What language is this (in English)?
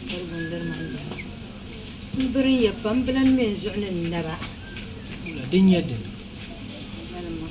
Dagbani